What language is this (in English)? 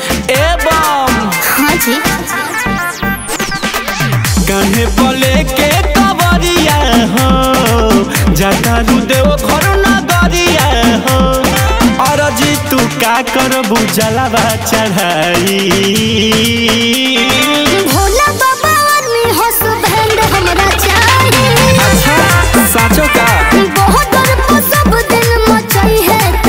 Bhojpuri